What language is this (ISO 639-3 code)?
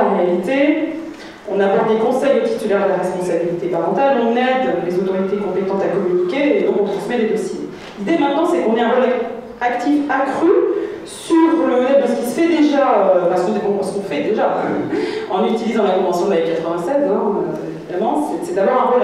fra